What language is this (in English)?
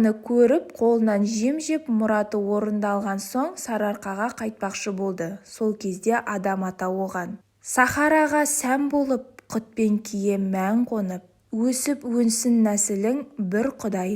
Kazakh